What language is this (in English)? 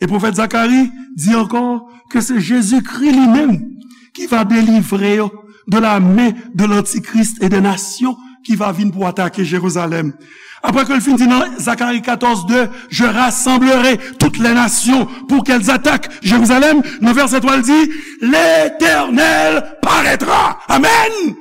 Haitian Creole